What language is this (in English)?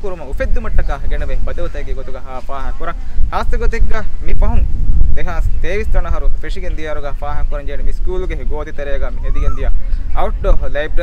Divehi